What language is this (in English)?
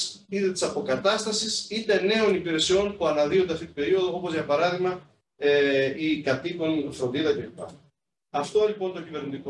Greek